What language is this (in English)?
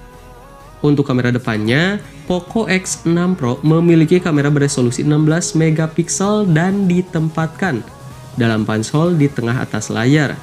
Indonesian